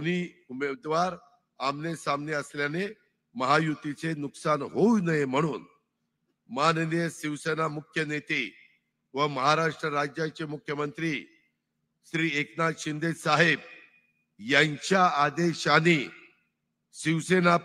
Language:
Marathi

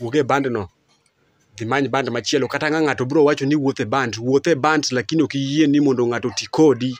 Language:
Luo (Kenya and Tanzania)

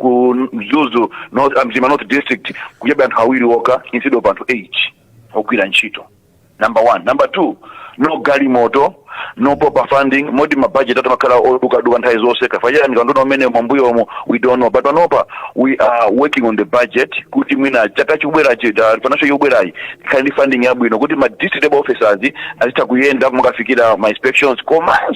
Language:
Nyanja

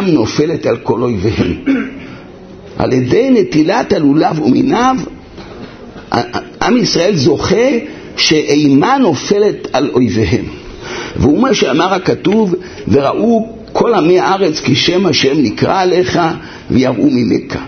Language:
Hebrew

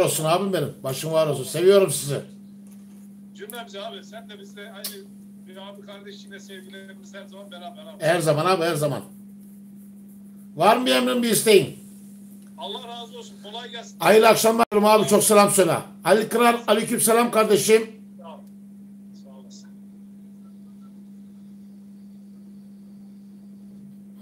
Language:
Turkish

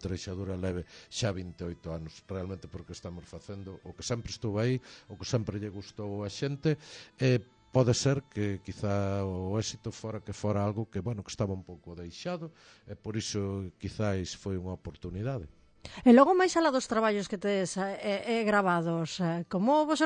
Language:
Galician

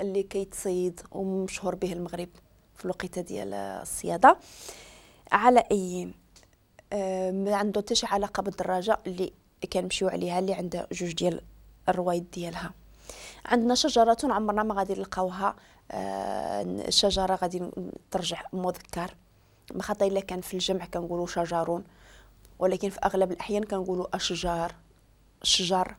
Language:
Moroccan Arabic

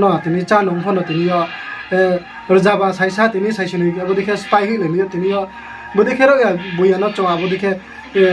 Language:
Riang (India)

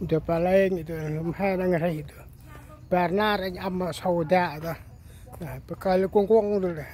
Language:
Central Mnong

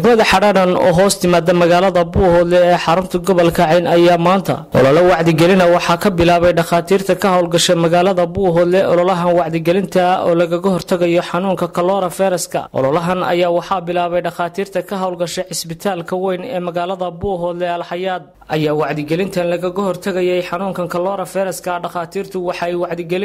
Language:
Somali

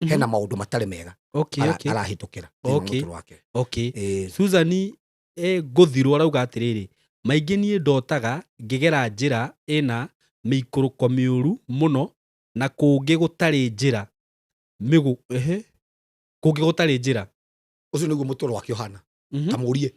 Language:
Kikuyu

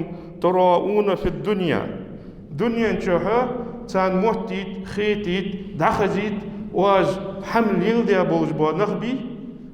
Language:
Ingush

